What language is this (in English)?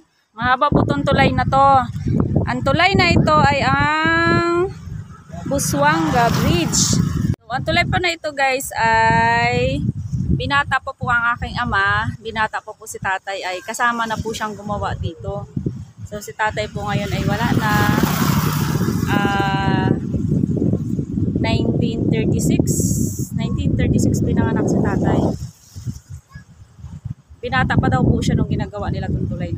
Filipino